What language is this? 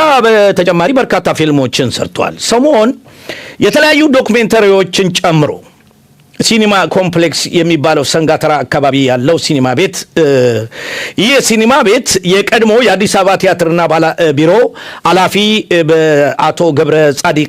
Amharic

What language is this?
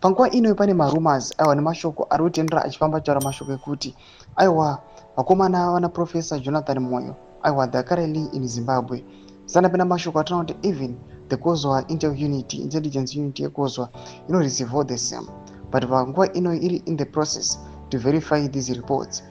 Shona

